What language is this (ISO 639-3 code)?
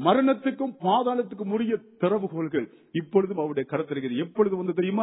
tam